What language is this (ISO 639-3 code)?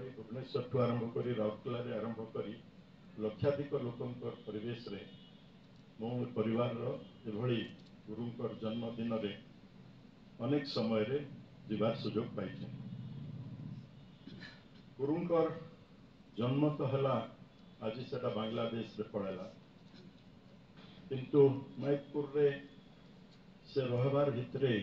ori